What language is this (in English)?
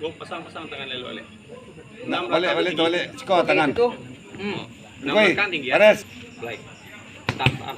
Minangkabau